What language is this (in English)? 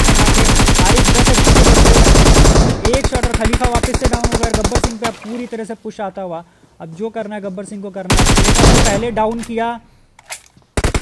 Hindi